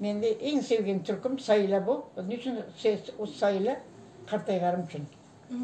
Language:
Crimean Tatar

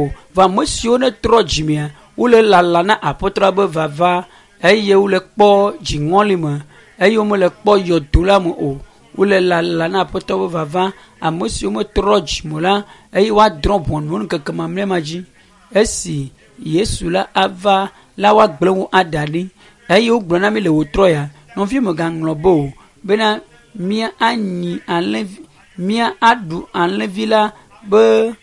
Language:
Ewe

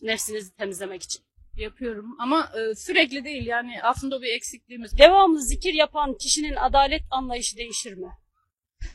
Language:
Turkish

